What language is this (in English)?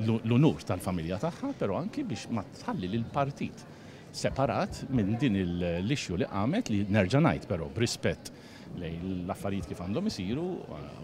Maltese